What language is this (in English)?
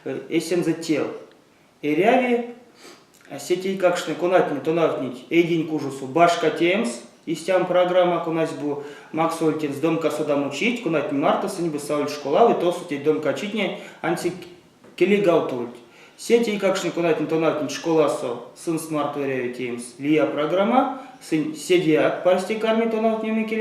Erzya